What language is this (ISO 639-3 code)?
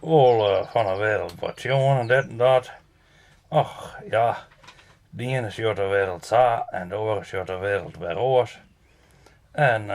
fry